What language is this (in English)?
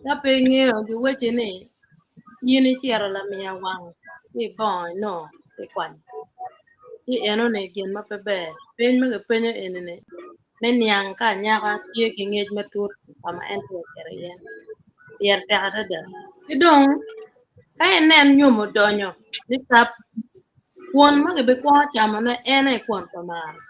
Acoli